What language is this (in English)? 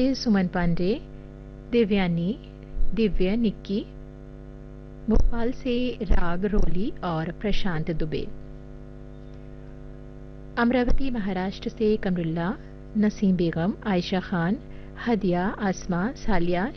Hindi